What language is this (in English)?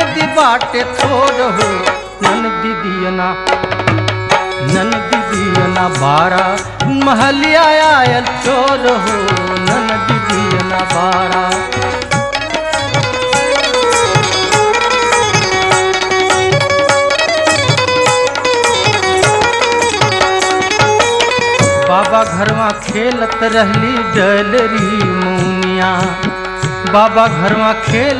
Bhojpuri